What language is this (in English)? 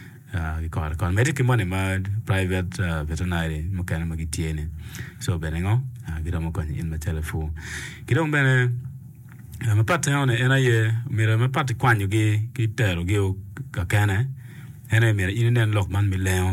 Acoli